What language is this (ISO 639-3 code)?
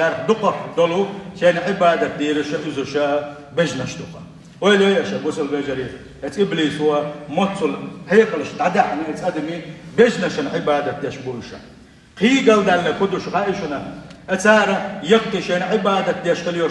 che